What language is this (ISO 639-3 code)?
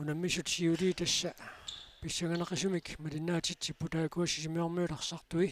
kal